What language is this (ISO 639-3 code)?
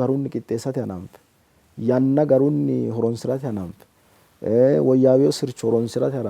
sid